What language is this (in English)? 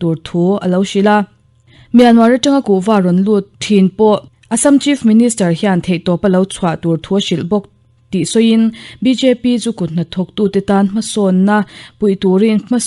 Mizo